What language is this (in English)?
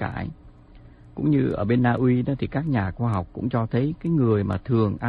Vietnamese